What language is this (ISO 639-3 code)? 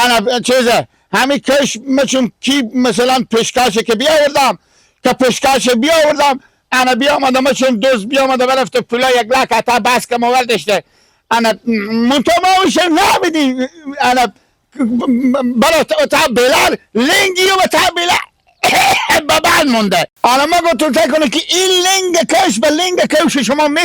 fas